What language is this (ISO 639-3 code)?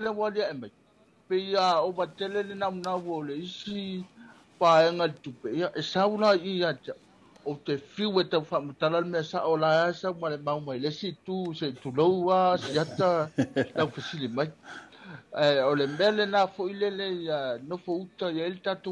smo